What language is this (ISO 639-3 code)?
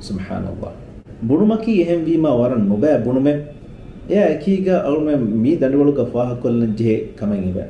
div